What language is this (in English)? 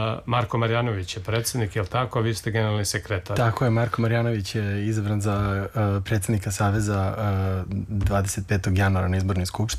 Serbian